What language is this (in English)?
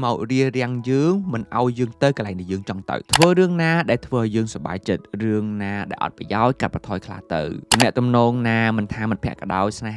Khmer